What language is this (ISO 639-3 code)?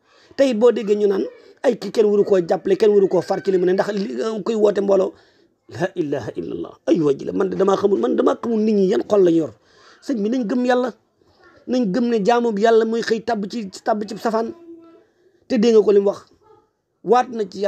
wol